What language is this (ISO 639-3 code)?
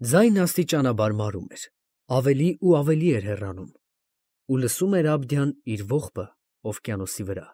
hye